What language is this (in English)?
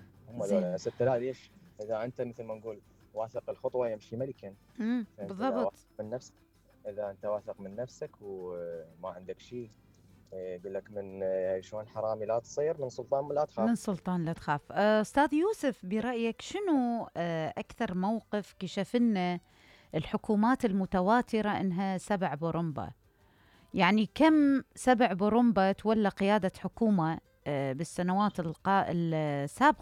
Mesopotamian Arabic